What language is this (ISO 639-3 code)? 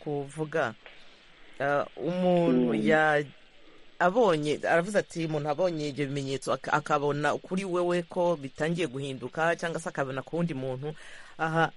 kin